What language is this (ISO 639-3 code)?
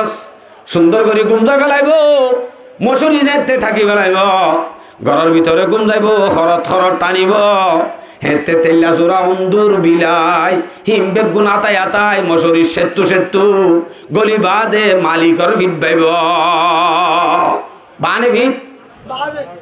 rhg